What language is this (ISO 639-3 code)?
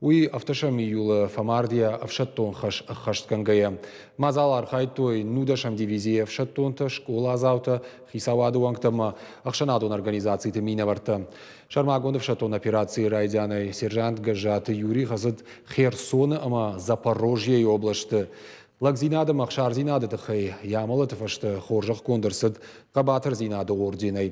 oss